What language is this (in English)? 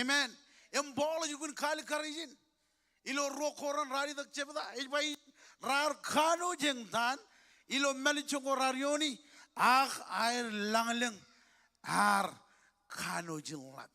Marshallese